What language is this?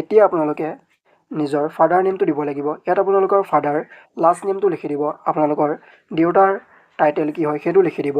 Assamese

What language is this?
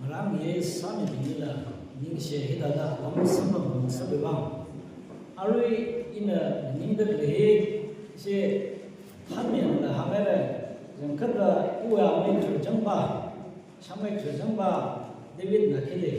Tangkhul Naga (India)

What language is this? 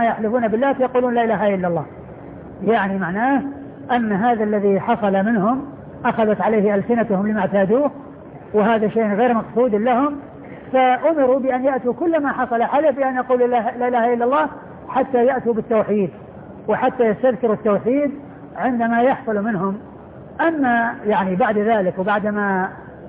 Arabic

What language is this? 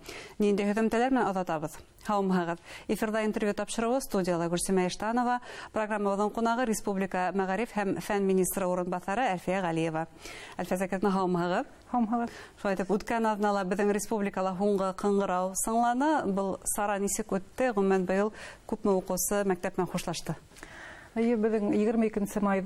Bashkir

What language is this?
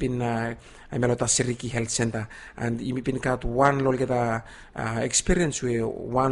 Bislama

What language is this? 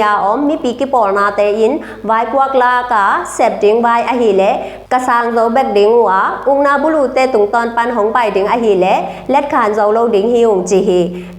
Tedim Chin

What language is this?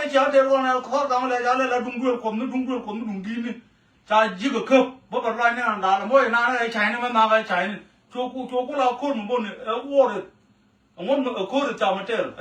Nuer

